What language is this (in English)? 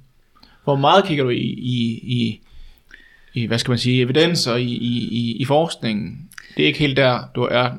Danish